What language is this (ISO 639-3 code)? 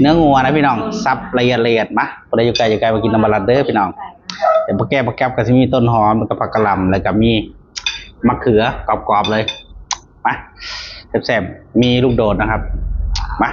tts